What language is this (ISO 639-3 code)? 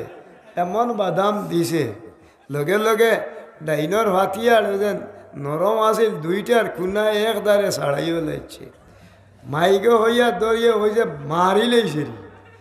syl